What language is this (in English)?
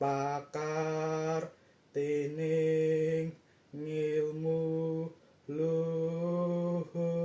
Javanese